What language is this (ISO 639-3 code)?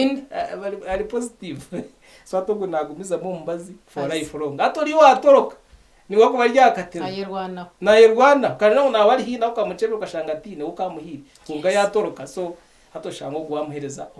nyn